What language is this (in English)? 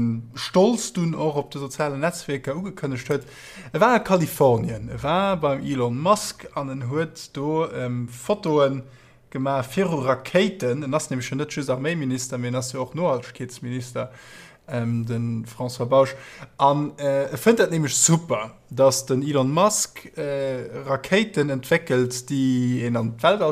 Luxembourgish